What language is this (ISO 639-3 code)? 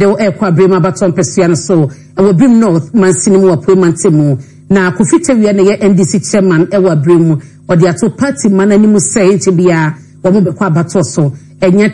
aka